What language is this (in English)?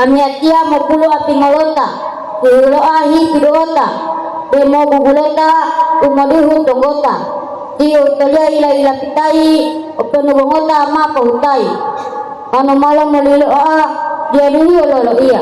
Gorontalo